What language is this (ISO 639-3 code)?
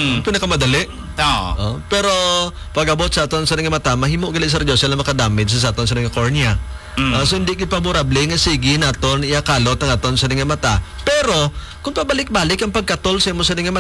hil